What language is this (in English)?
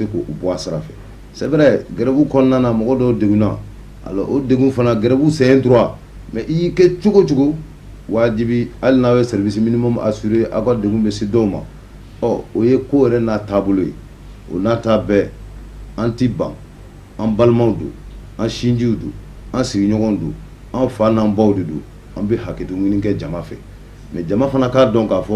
Bambara